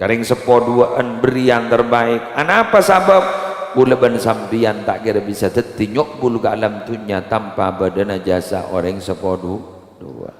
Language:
Madurese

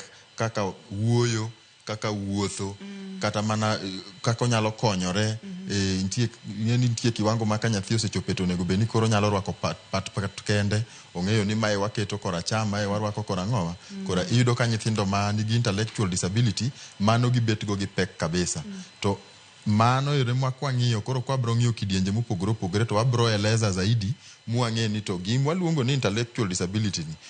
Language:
Luo (Kenya and Tanzania)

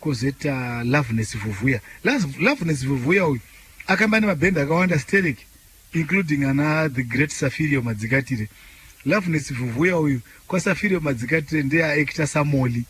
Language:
Shona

